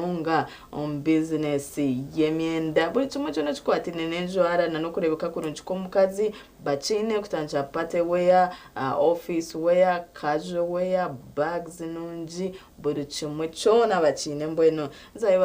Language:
Nyankole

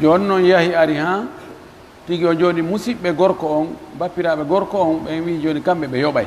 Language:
Pular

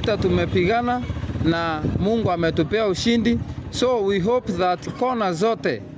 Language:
Meru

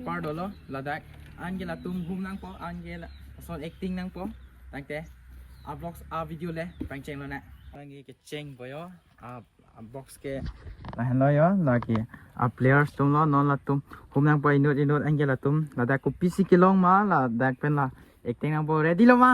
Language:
Karbi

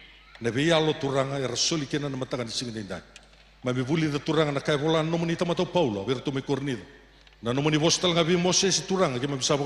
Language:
Fijian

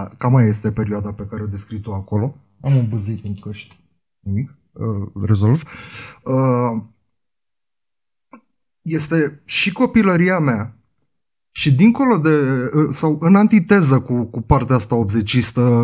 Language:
Romanian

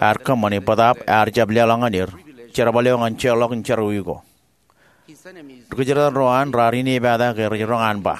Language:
Marshallese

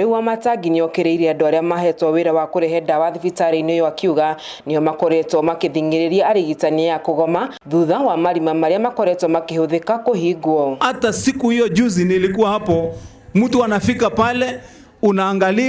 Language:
Kikuyu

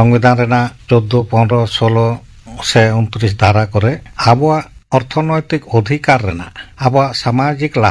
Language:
Santali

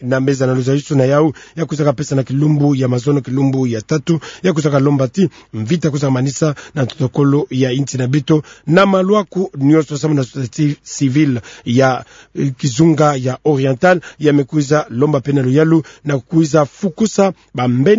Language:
Kituba (Democratic Republic of Congo)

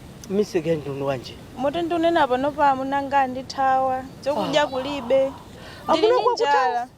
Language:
Nyanja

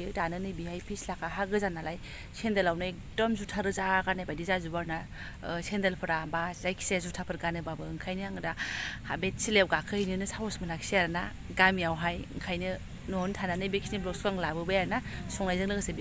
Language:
Bodo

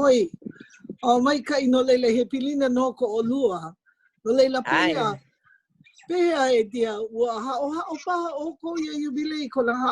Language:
Hawaiian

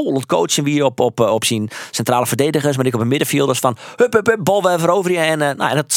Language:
Western Frisian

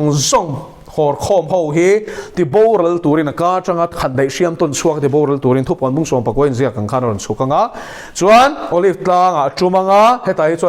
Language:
Mizo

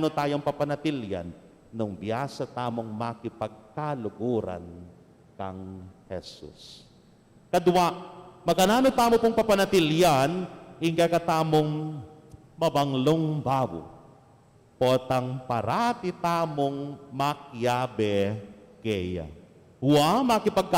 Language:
Pampanga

